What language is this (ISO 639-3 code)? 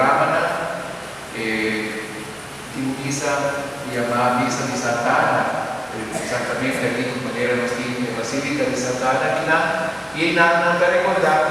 pap